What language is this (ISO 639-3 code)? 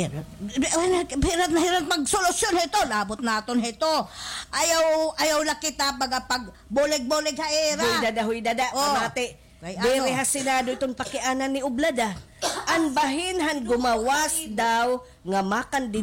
war